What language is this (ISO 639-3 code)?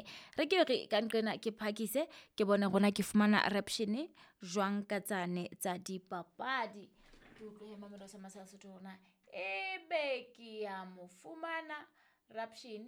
sot